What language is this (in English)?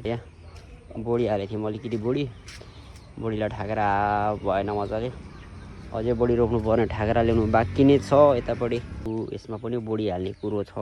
Nepali